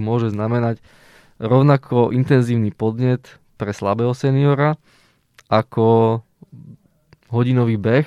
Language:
Slovak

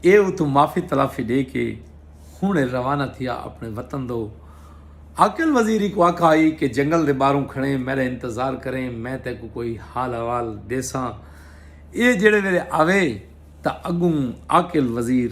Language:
Saraiki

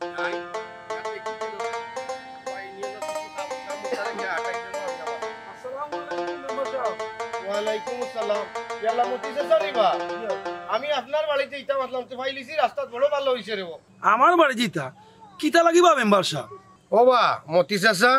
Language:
Sylheti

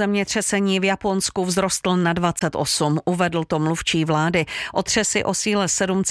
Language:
Czech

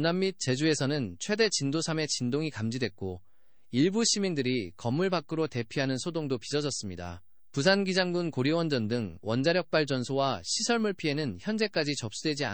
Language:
Korean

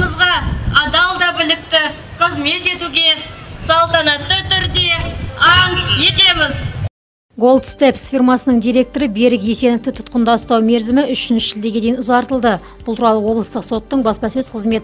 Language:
Kazakh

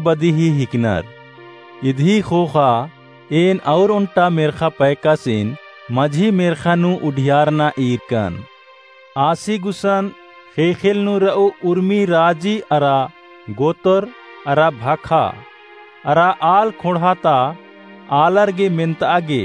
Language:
Kurukh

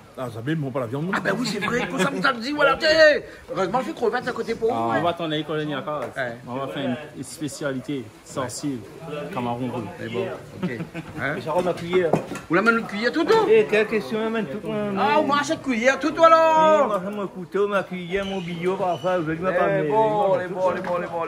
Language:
Réunion Creole French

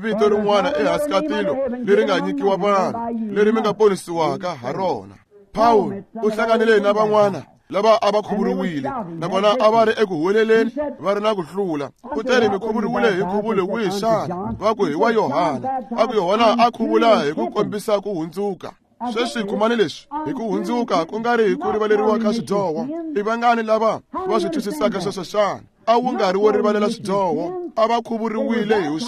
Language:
Tsonga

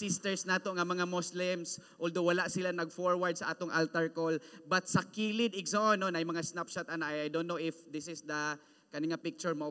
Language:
Cebuano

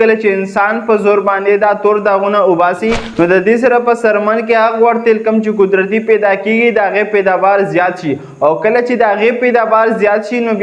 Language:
Pashto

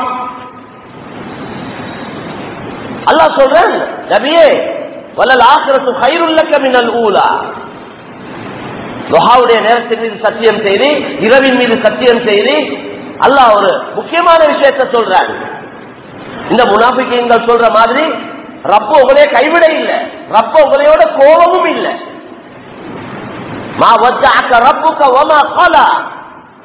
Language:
Tamil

